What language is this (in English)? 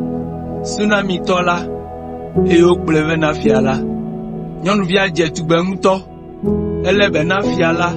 Ewe